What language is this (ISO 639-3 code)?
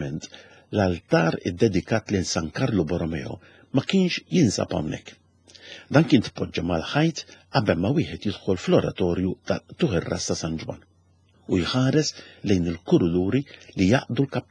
mlt